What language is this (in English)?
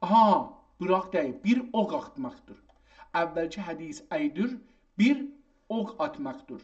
South Azerbaijani